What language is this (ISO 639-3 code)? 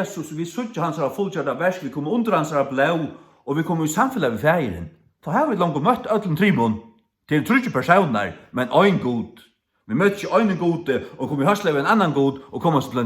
fao